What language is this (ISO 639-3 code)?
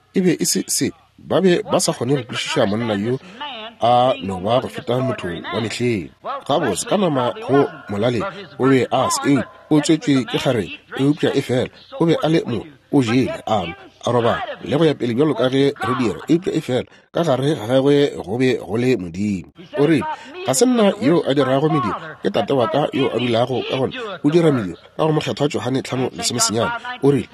nso